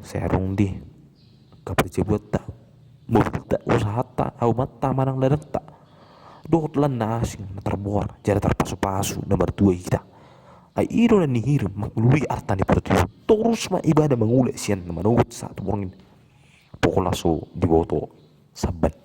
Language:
Batak Toba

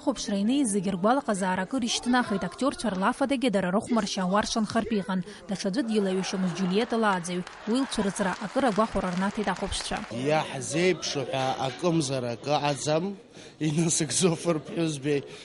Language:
Abkhazian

